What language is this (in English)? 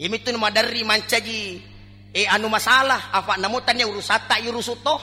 Buginese